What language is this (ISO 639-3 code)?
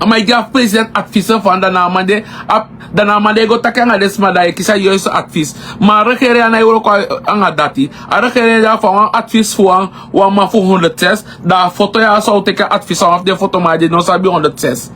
srn